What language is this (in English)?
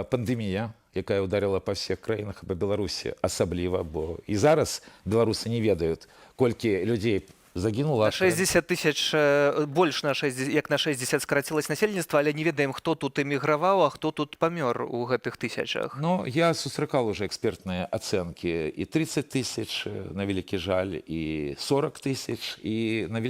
Belarusian